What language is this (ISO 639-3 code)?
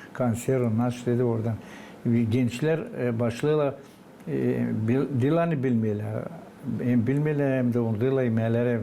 gag